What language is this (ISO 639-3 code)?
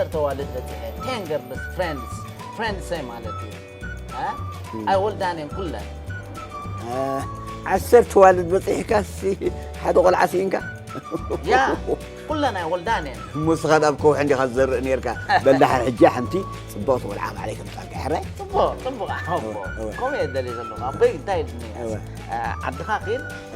tir